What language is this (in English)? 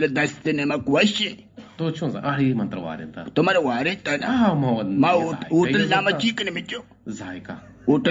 Eastern Balochi